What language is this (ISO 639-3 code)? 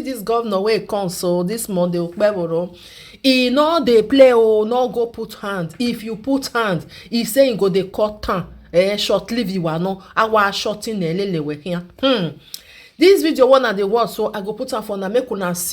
pcm